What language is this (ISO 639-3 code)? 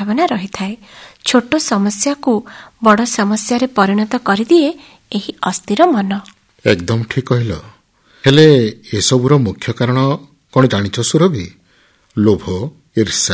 ori